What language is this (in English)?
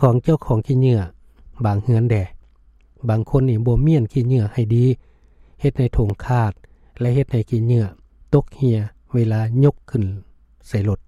Lao